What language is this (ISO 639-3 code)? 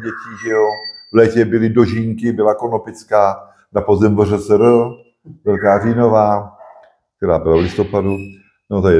ces